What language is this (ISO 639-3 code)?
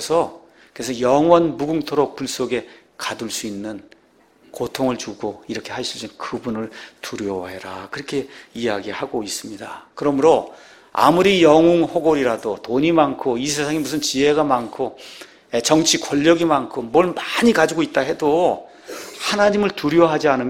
kor